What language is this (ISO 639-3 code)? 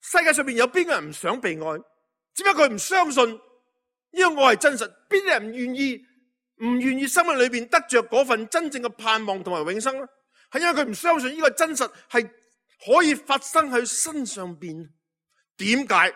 yue